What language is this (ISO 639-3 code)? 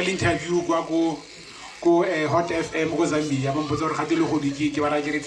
tsn